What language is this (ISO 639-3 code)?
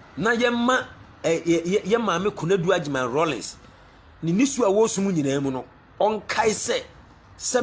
aka